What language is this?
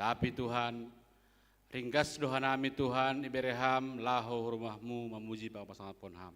Batak Simalungun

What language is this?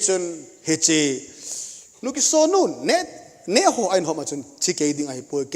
Thado Chin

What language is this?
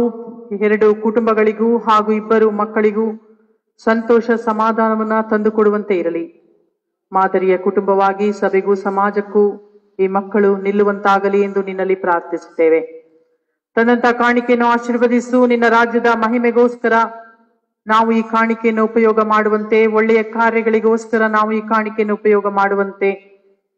Kannada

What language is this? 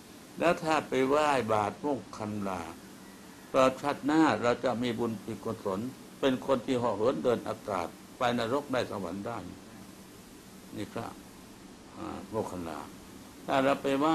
Thai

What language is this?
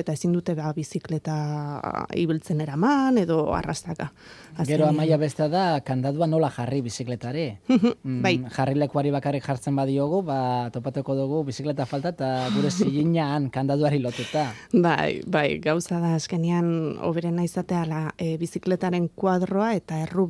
Basque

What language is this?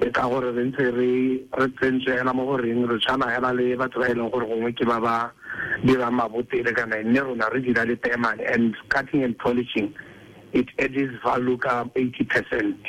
Tswana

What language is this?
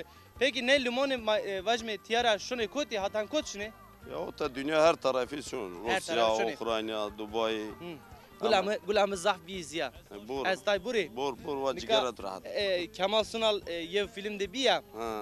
Zaza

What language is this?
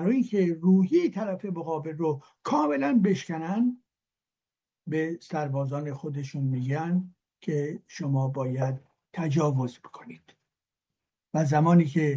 Persian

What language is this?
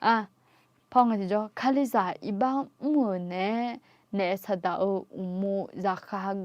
Akha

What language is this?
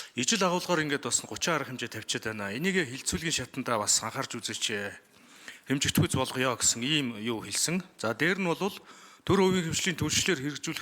Mongolian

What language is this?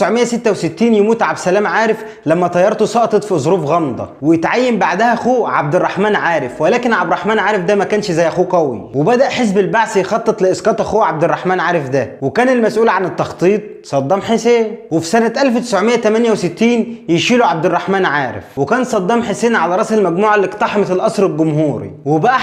Egyptian Arabic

